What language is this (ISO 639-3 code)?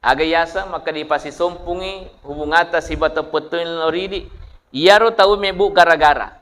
bug